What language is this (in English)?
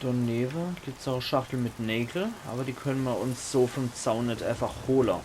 Palatine German